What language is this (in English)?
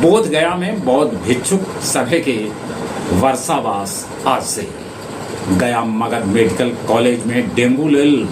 Magahi